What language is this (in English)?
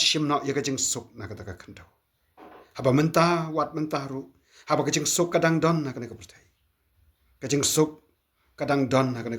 Khasi